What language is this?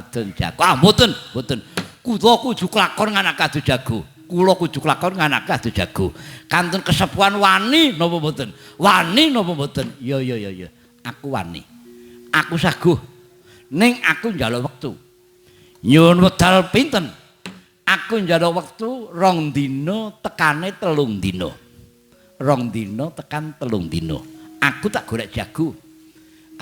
Javanese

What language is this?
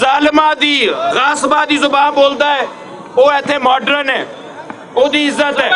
Western Panjabi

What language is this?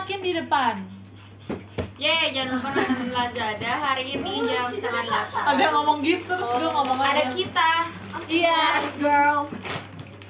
Indonesian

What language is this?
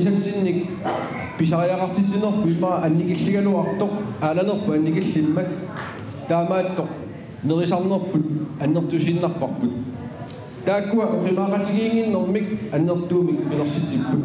Kalaallisut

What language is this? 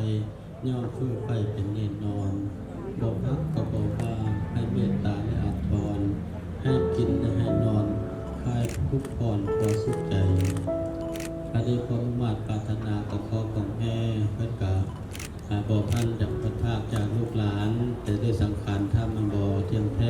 Lao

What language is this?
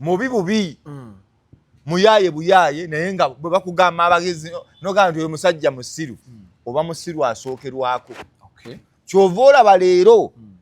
Ganda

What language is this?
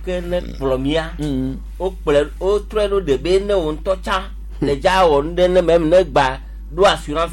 Gen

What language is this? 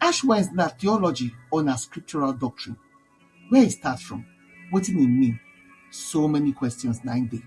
Nigerian Pidgin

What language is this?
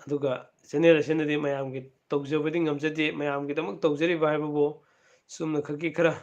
Manipuri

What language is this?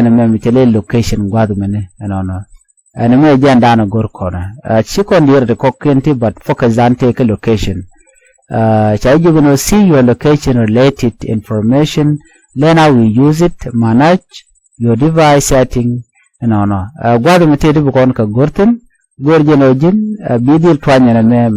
Nuer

